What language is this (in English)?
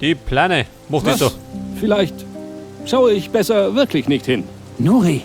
Bavarian